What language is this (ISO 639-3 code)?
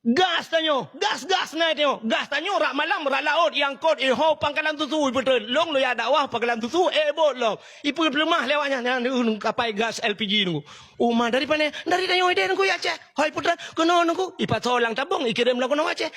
ace